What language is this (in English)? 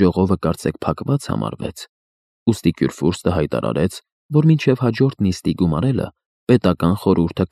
Armenian